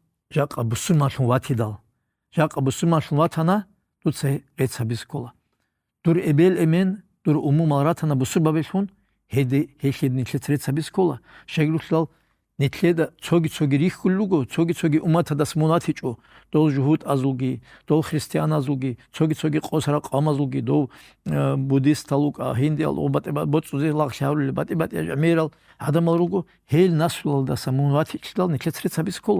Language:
Avaric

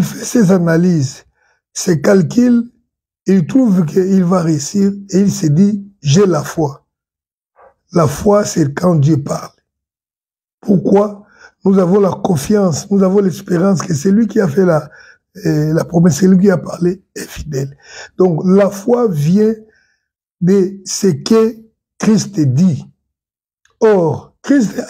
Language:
French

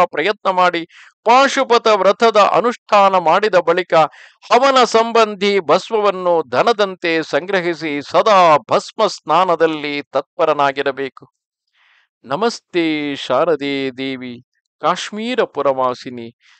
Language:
Kannada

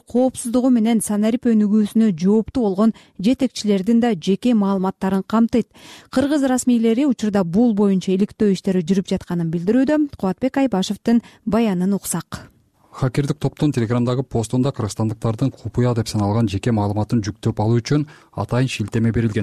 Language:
Kyrgyz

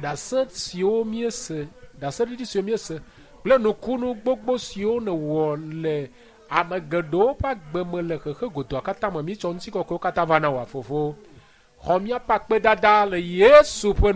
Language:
Ewe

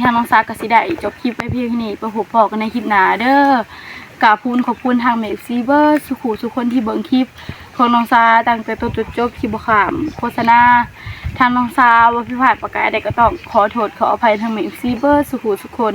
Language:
Northeastern Thai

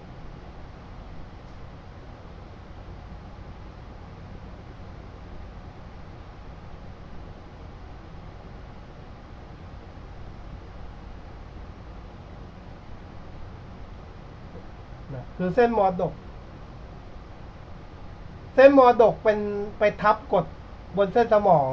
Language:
Thai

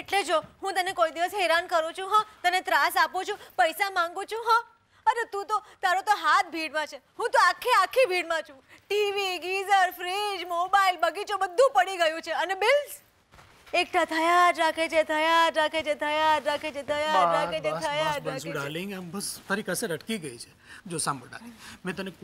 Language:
Gujarati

